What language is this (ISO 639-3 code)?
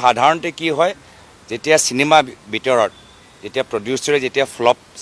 asm